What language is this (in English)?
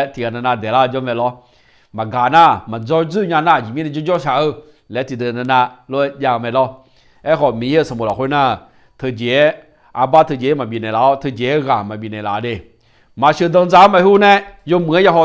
Akha